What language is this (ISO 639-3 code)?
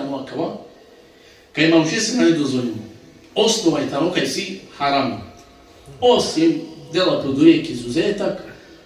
rmn